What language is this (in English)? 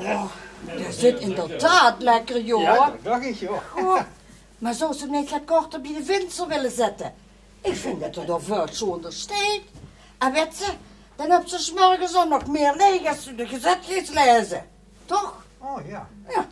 Limburgish